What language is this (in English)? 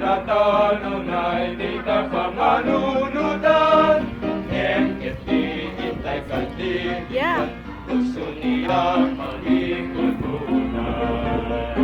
Iloko